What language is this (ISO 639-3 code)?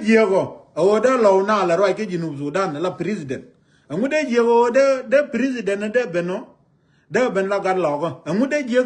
nus